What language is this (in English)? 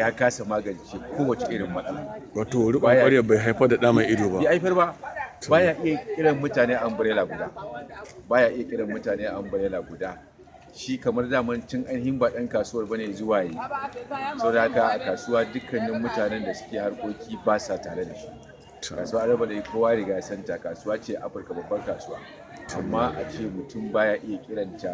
Hausa